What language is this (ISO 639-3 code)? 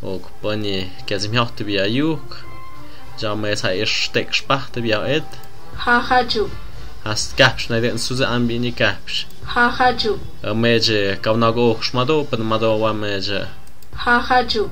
mxp